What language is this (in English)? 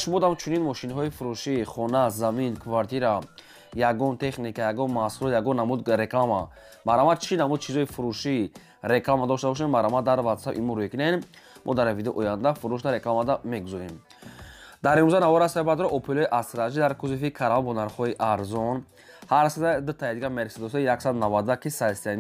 Tajik